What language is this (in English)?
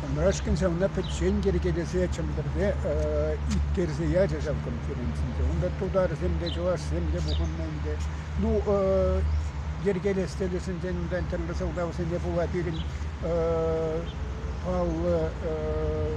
Chuvash